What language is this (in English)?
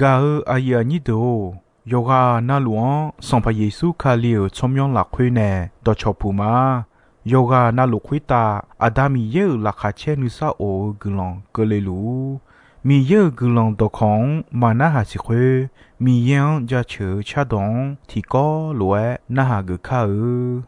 Akha